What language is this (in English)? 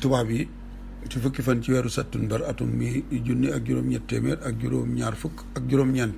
Wolof